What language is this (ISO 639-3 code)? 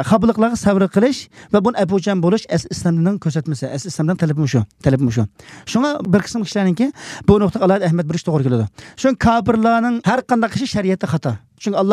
uig